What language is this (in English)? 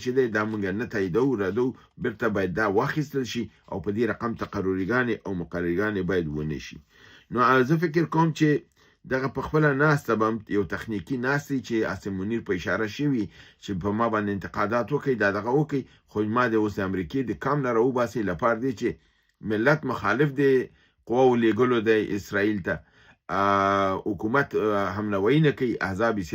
Pashto